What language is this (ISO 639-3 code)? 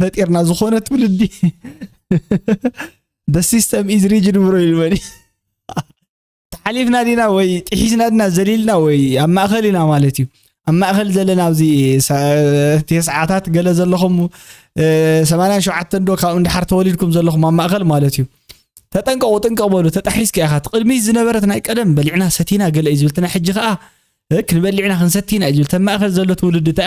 tir